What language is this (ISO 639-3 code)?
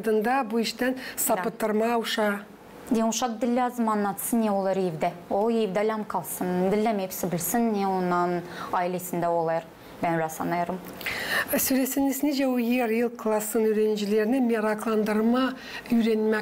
gag